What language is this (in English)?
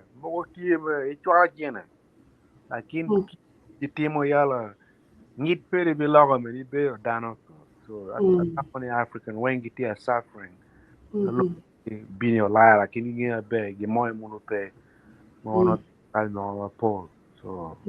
Acoli